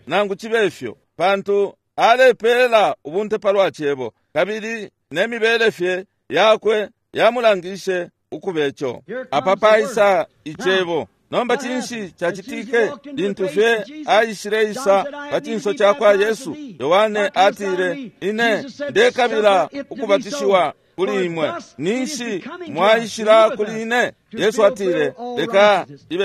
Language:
Bemba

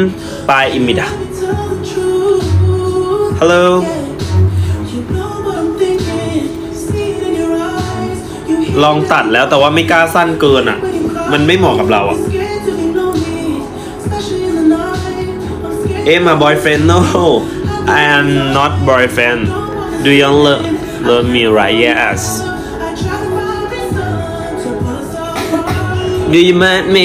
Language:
Thai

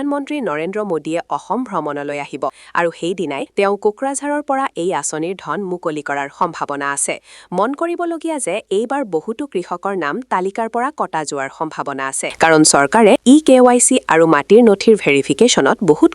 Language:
Assamese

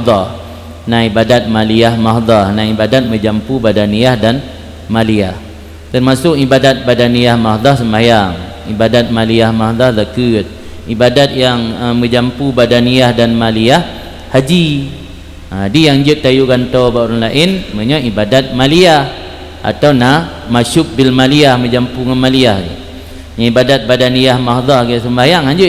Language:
Achinese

